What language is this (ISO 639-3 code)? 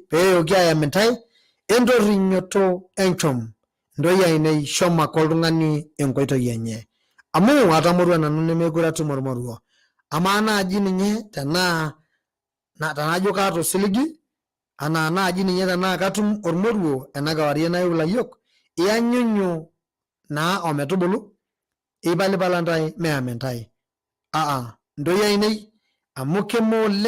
mas